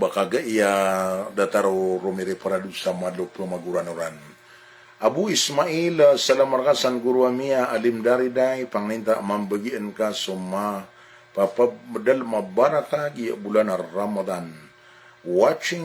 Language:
Maranao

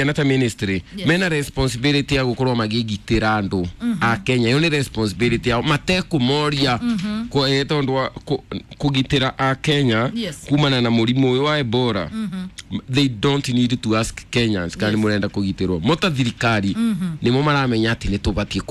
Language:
Kikuyu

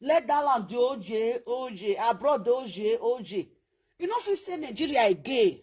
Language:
Nigerian Pidgin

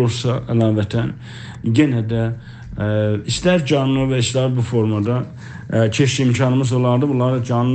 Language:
South Azerbaijani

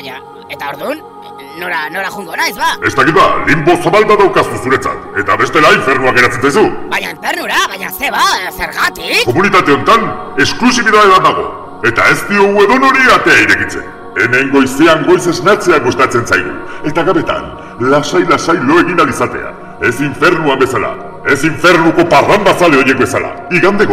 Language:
Basque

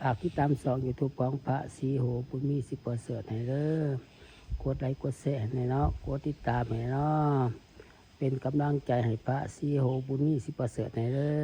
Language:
Lao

